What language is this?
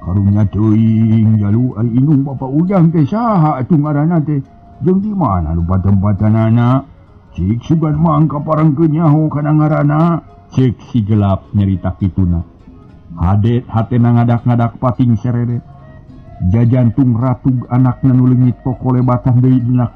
Sundanese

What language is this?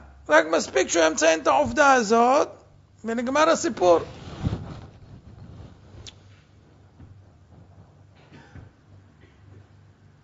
Hebrew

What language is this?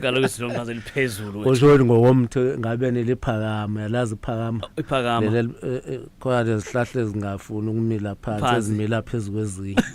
Zulu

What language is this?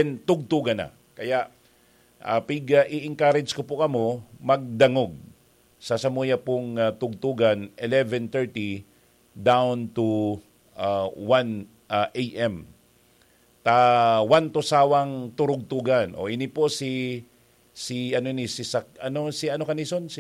Bikol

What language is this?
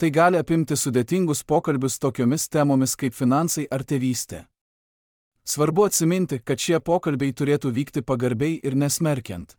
Lithuanian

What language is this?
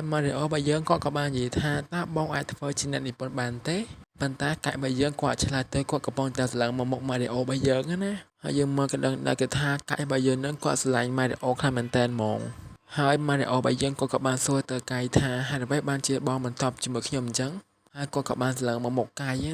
Khmer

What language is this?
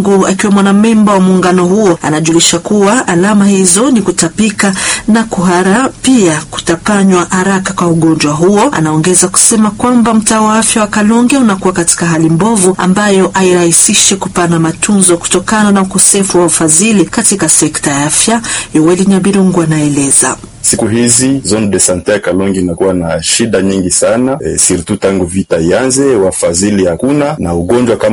Swahili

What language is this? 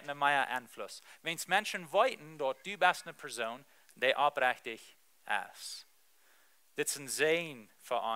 Plautdietsch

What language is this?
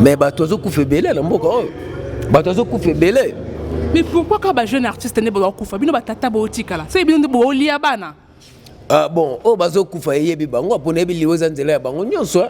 Lingala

